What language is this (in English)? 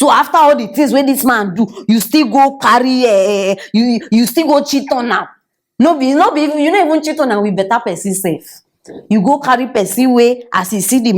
Nigerian Pidgin